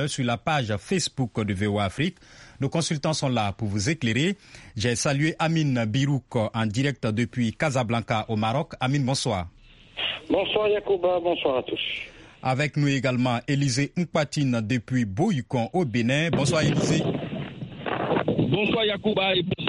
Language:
French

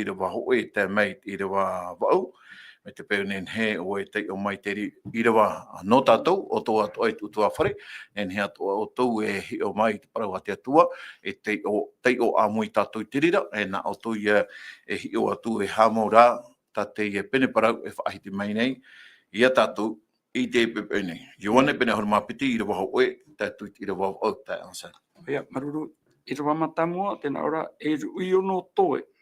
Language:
Tahitian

